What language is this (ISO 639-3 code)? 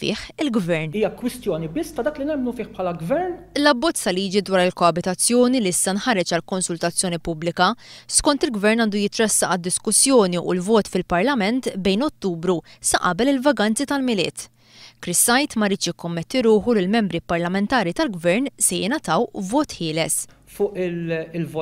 mlt